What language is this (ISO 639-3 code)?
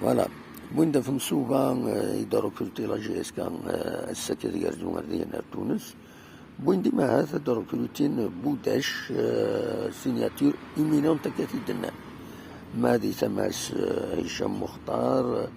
kab